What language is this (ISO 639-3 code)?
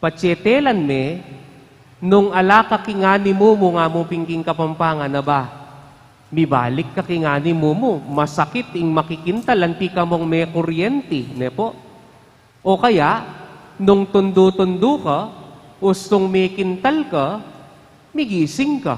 pam